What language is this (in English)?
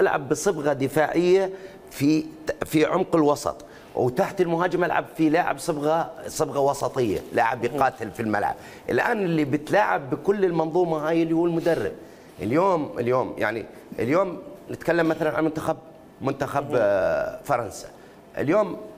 Mesopotamian Arabic